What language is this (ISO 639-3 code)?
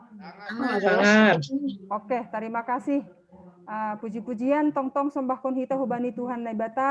bts